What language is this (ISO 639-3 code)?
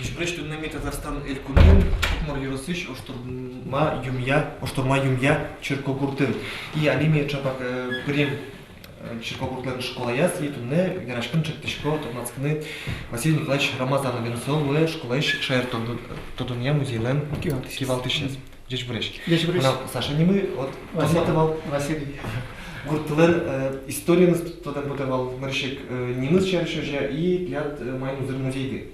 udm